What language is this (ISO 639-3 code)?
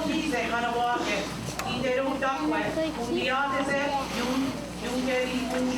moh